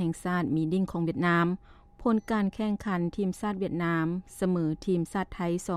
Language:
Lao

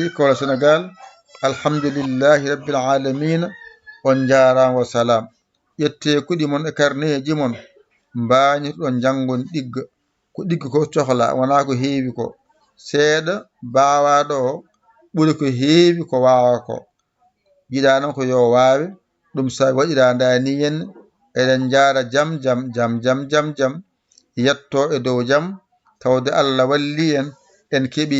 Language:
Fula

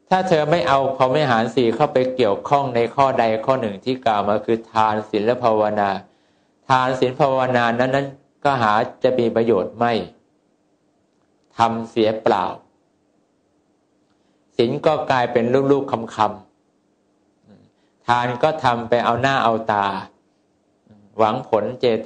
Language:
Thai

